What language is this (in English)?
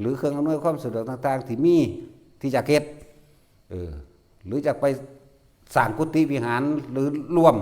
Northeastern Thai